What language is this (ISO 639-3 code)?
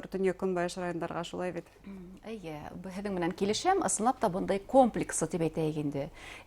bak